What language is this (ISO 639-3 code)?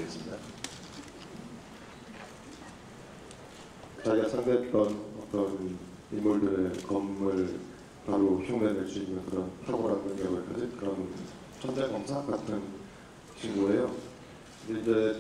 kor